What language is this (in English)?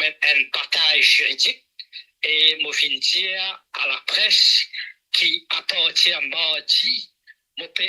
Morisyen